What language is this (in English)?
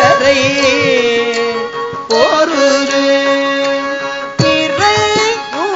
Tamil